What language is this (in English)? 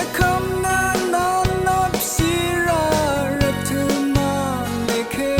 Rawang